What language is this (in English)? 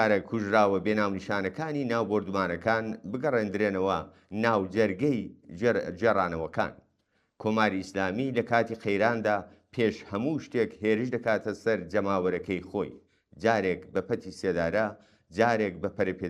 Central Kurdish